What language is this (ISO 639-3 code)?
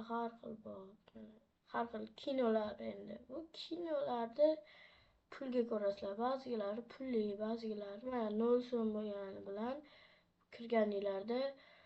uzb